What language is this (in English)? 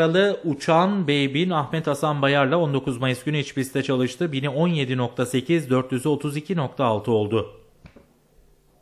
Turkish